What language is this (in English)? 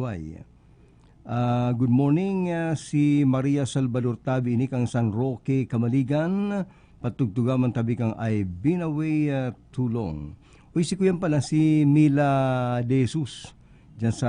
Bikol